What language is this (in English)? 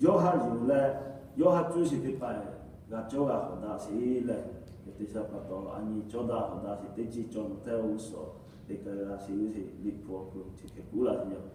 Lahu